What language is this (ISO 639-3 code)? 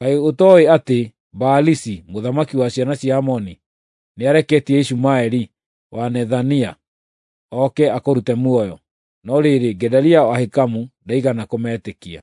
kik